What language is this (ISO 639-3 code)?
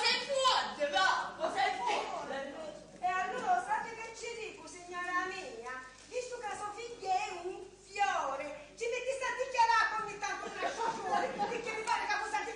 scn